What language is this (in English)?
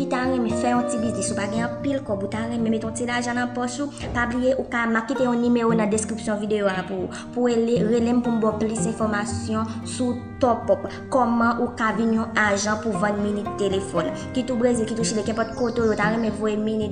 Haitian Creole